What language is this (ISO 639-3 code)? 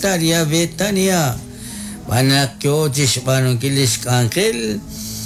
kek